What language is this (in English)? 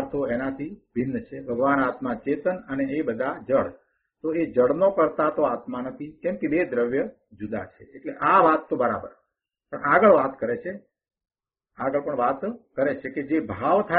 Gujarati